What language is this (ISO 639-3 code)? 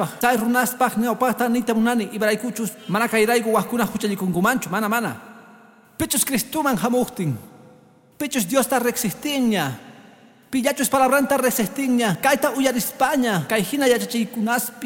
que